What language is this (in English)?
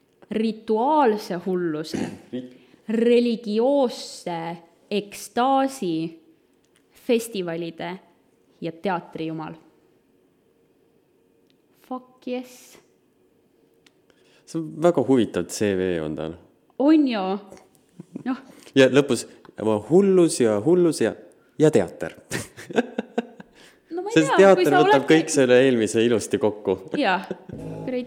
Estonian